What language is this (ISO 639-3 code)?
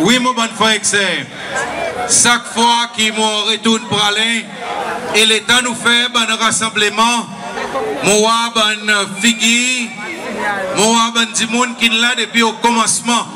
crs